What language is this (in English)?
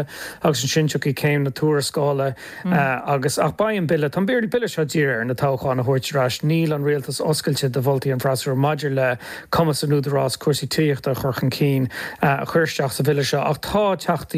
Irish